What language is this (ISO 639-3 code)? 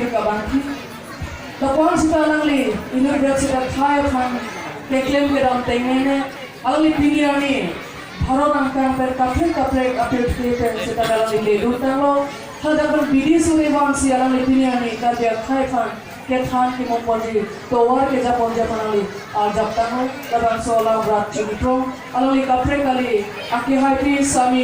mjw